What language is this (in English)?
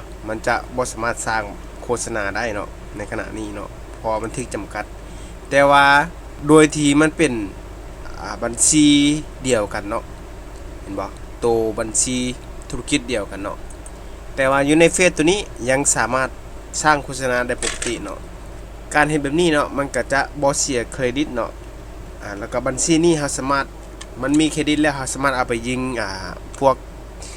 Lao